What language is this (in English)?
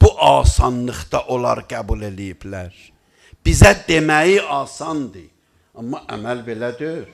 Azerbaijani